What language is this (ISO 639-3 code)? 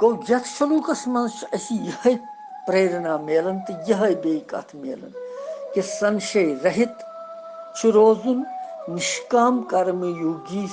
kas